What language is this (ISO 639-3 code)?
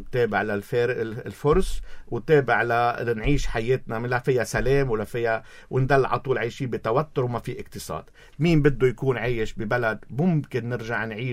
apc